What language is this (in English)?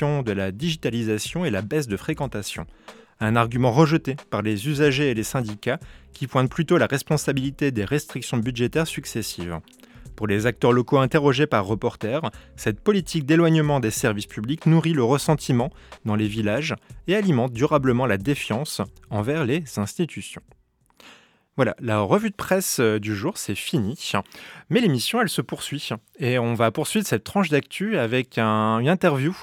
French